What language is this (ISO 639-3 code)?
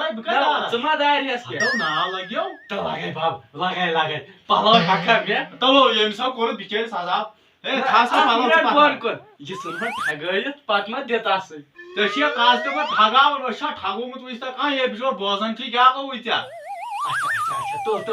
kas